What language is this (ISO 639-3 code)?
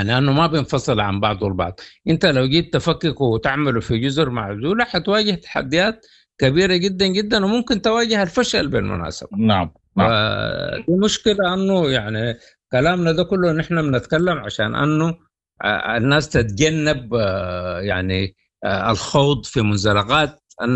apd